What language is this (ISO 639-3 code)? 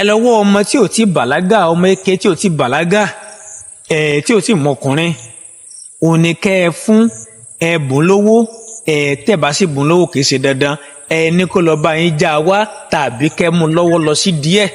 yor